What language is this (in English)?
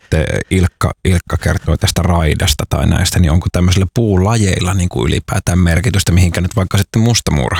Finnish